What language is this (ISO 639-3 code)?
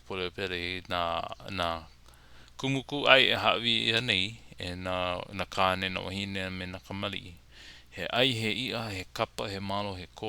haw